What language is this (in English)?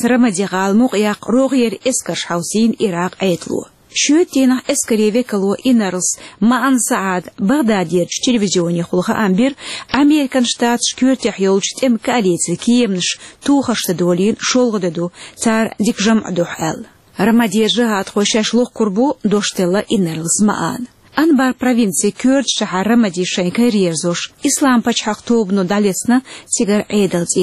Chechen